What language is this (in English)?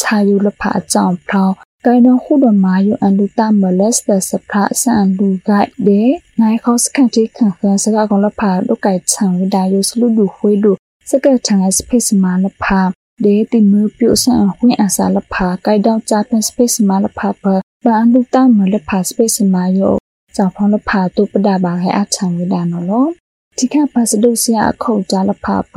Burmese